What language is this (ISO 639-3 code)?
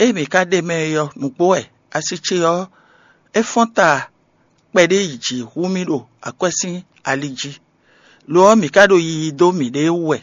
fon